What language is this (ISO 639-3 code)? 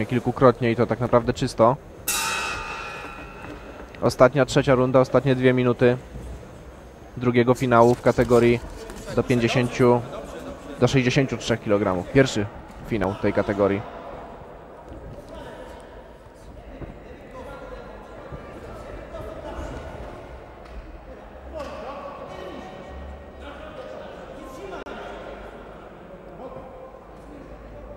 pol